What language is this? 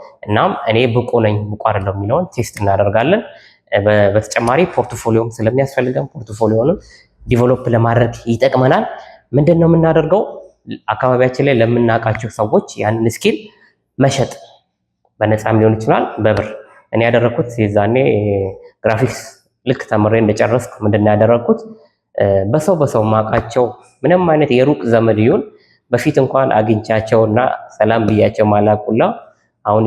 Amharic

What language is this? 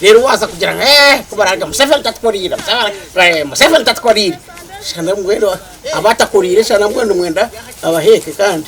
Nyankole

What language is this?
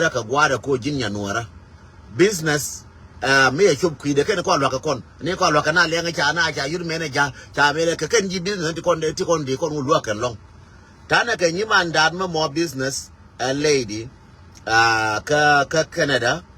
Nuer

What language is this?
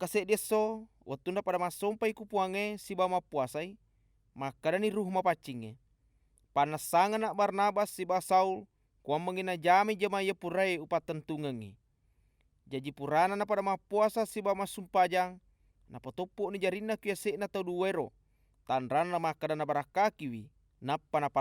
Buginese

